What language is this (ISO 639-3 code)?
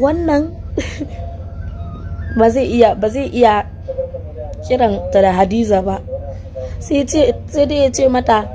hau